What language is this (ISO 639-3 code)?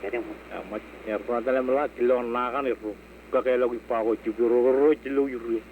mah